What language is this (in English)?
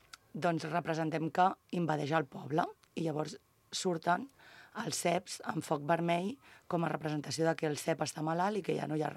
Catalan